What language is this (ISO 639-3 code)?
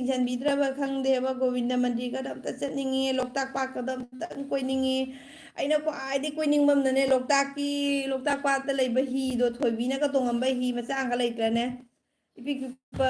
mni